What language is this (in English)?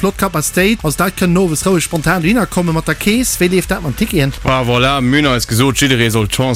Luxembourgish